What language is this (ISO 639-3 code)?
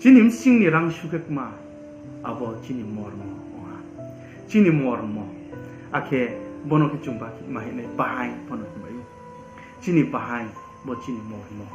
ria